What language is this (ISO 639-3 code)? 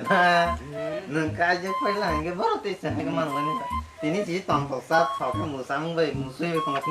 trp